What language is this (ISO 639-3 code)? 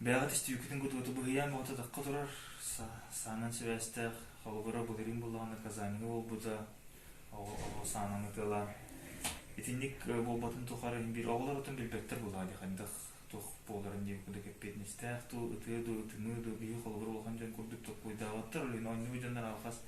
sah